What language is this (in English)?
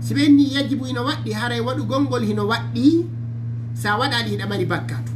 Fula